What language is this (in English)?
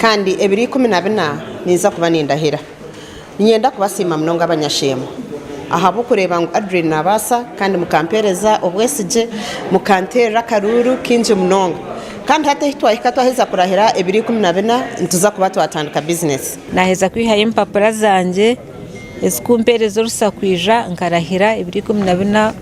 Nyankole